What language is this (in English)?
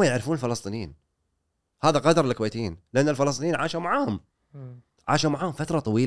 Gulf Arabic